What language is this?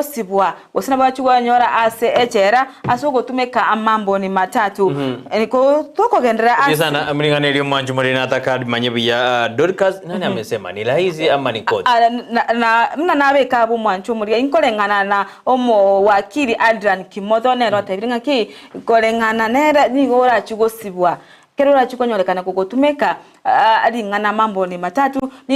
Gusii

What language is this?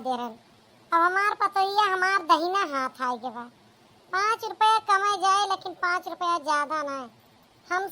Awadhi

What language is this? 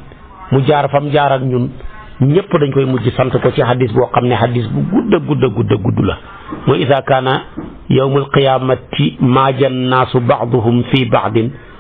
Wolof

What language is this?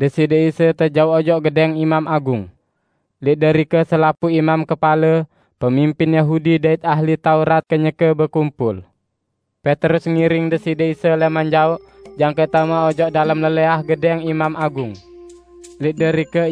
Sasak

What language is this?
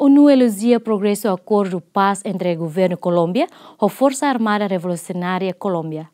Tetum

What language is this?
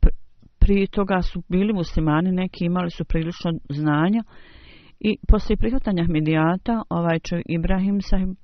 Bosnian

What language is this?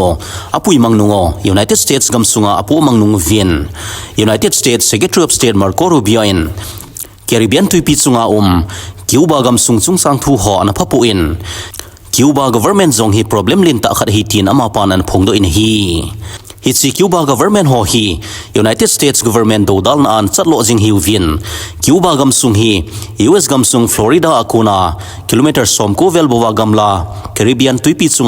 Thado Chin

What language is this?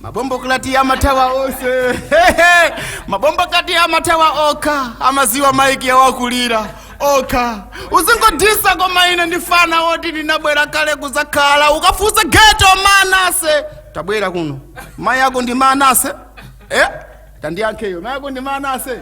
Nyanja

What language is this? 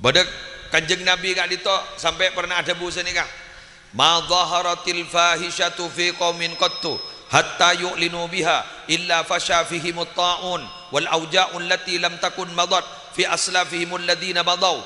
Madurese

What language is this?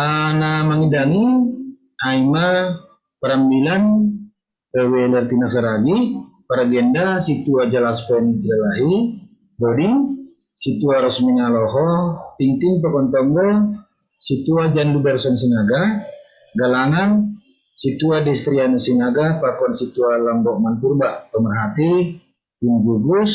Batak Simalungun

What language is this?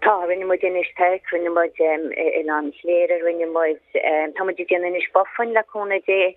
Irish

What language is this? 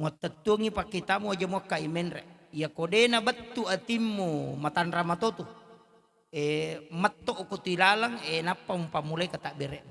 Buginese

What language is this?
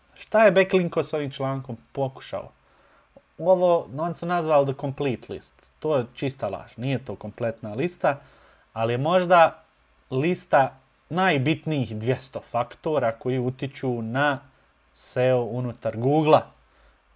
Bosnian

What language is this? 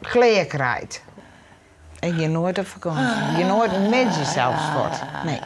Western Frisian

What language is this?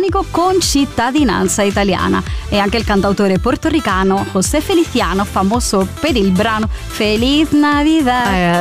Italian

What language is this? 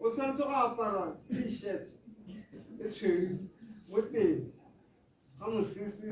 Tswana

